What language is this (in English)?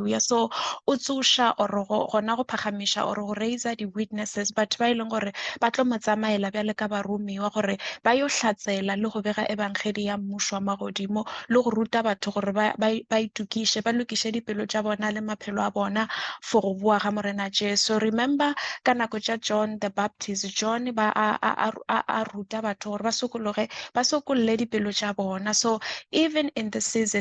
Northern Sotho